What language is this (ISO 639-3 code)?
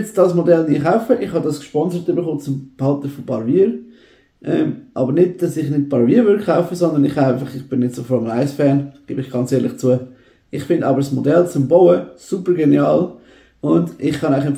gsw